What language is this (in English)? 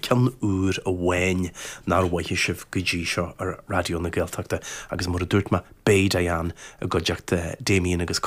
Irish